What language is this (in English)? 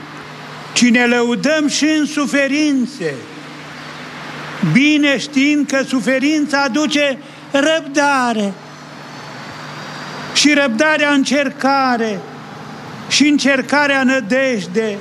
Romanian